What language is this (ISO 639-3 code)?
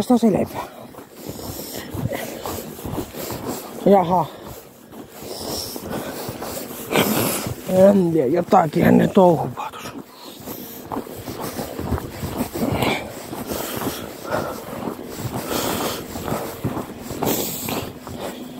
fin